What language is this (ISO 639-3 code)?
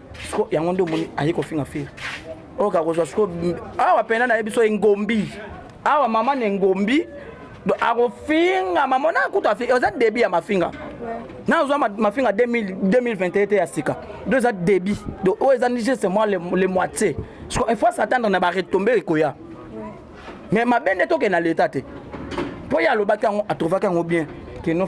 lin